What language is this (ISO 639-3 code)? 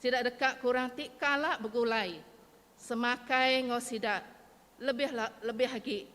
iba